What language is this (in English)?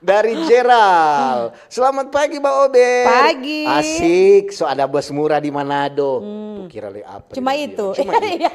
Manado Malay